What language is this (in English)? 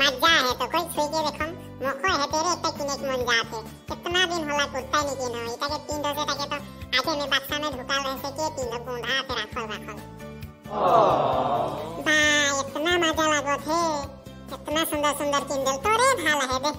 Sadri